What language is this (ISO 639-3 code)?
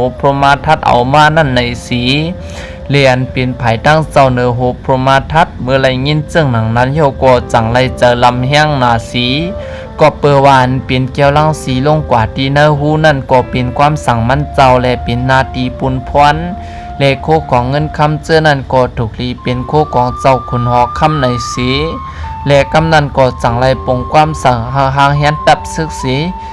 shn